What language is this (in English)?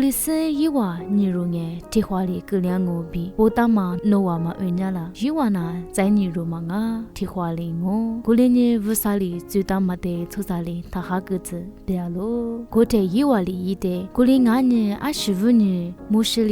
Lisu